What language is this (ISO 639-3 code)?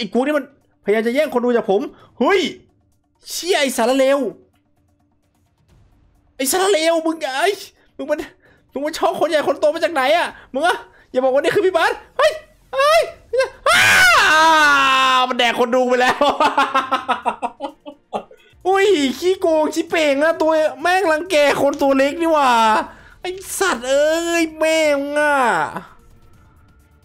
tha